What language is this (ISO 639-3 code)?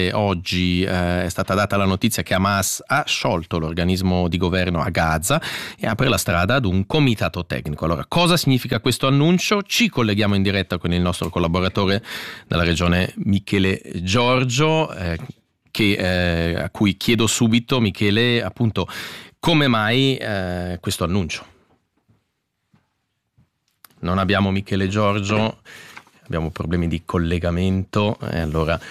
ita